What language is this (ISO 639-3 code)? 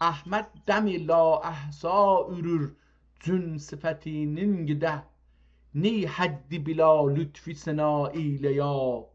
azb